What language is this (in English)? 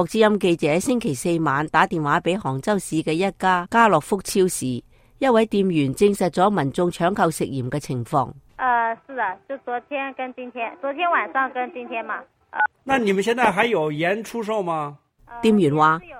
Cantonese